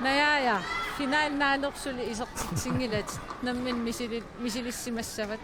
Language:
Kalaallisut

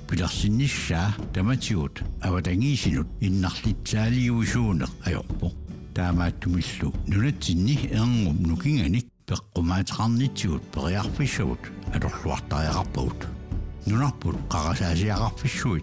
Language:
Kalaallisut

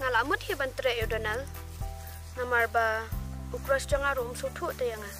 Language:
Khasi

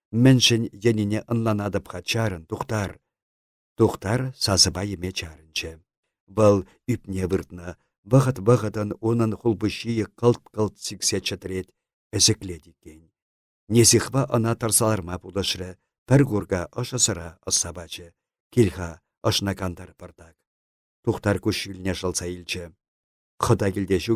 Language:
Chuvash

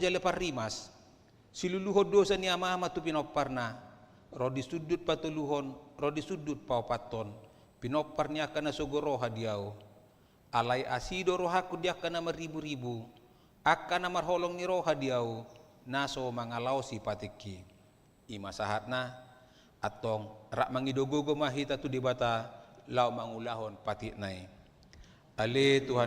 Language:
Batak Toba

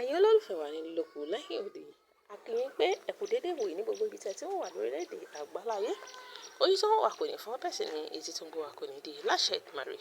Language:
Yoruba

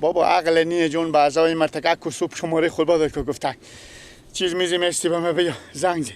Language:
Persian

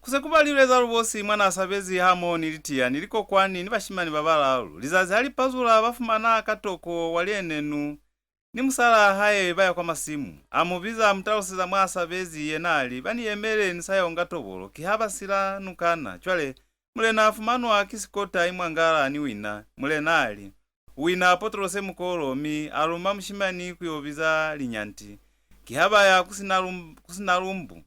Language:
Lozi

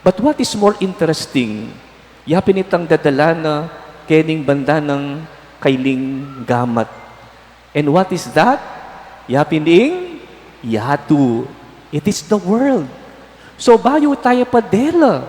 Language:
Pampanga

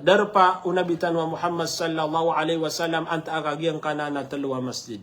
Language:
Maranao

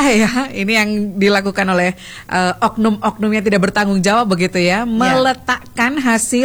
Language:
Indonesian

